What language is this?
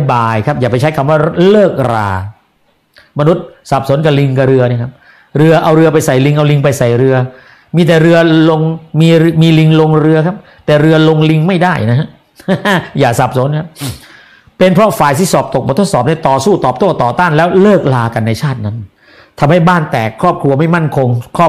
Thai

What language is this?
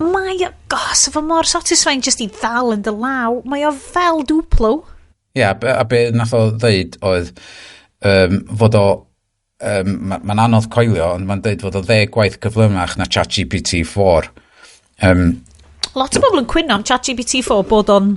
Welsh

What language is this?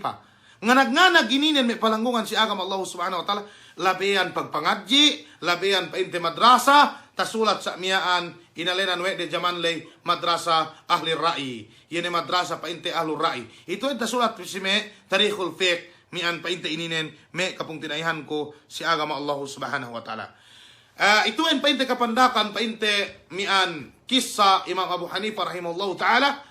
Yakan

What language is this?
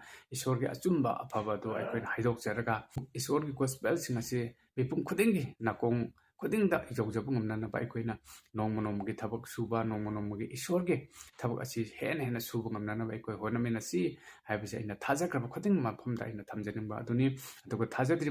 Manipuri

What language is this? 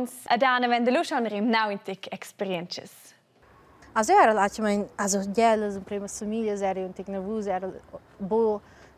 Romansh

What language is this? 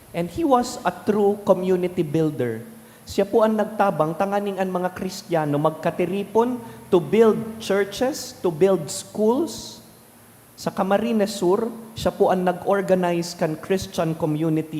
Bikol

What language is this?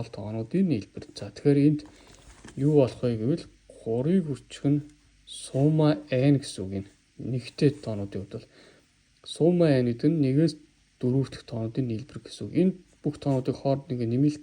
Mongolian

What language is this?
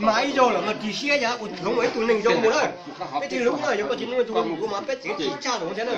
Hmong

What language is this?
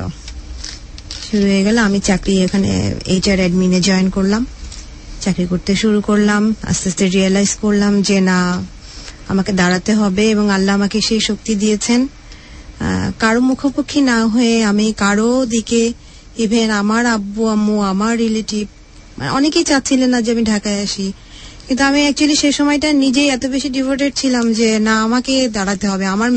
Bangla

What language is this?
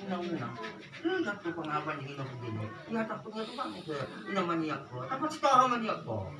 Batak Toba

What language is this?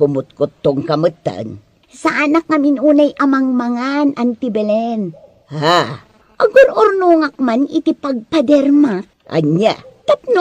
Iloko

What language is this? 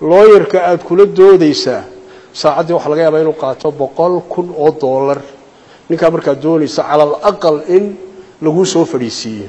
Somali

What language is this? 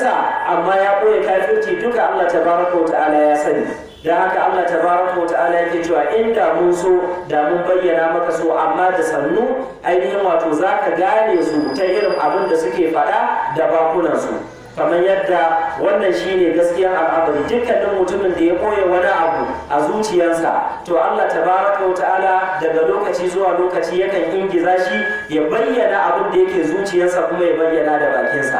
Hausa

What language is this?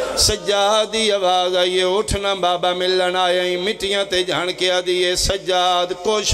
Pahari-Potwari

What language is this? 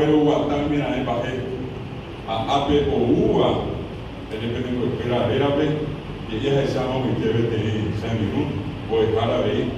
Guarani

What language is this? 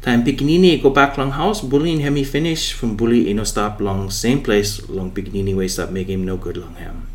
Bislama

